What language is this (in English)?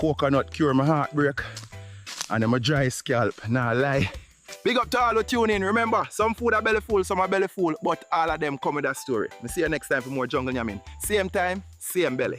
Jamaican Creole English